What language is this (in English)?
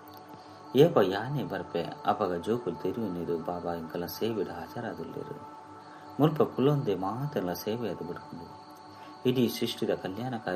Tulu